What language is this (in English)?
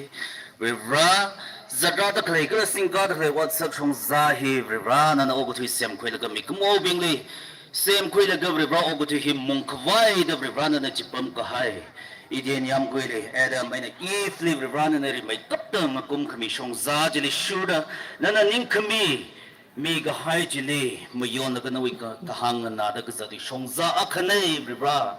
Tangkhul Naga (India)